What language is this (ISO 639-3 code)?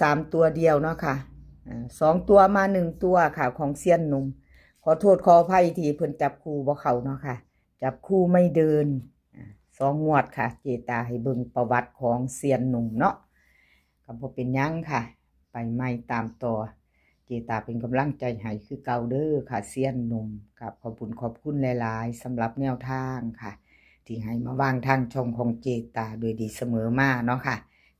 lao